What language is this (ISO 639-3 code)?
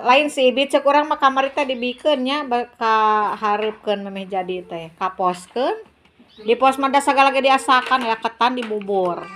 sun